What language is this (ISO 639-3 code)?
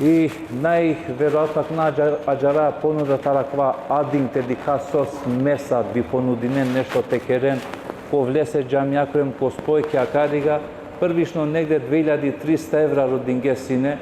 rmn